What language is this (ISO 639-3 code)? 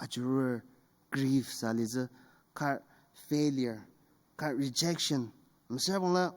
njo